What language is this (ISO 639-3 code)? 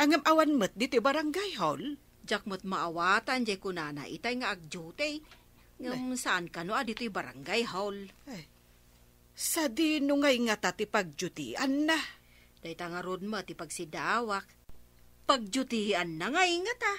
ilo